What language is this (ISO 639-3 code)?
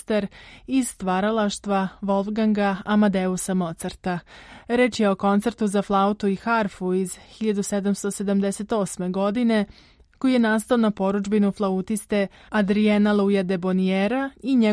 srp